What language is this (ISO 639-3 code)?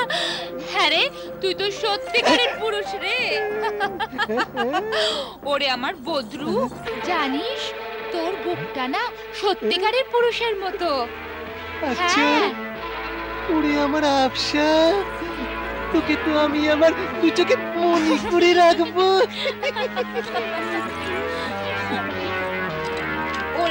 ben